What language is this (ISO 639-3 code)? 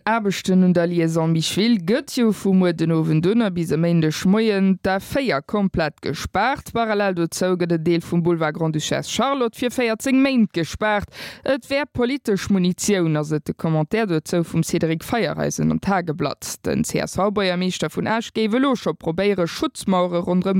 ltz